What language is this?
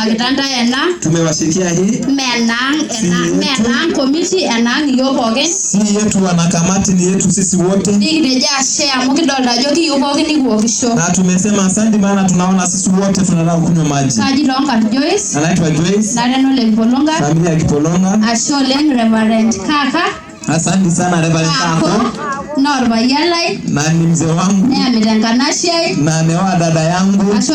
Masai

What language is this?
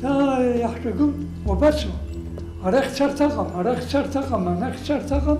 Abkhazian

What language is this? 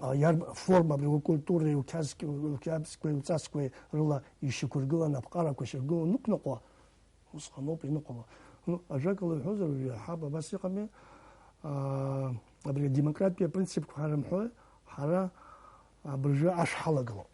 Abkhazian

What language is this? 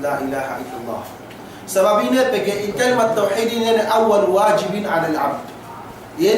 Yakan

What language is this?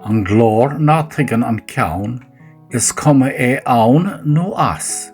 Irish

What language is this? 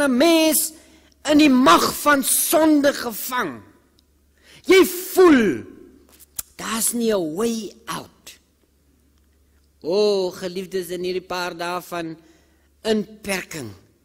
Afrikaans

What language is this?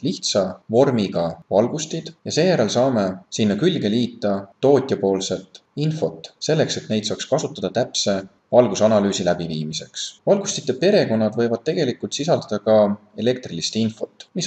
Estonian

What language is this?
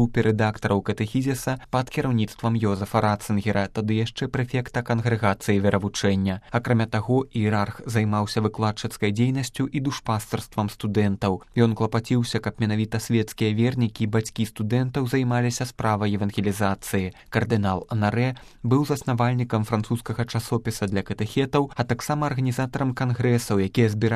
Belarusian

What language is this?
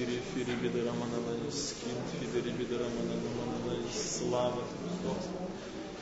Ukrainian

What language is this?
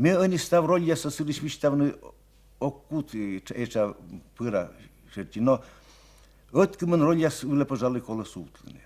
Komi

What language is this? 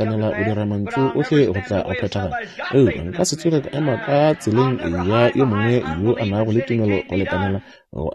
Northern Sotho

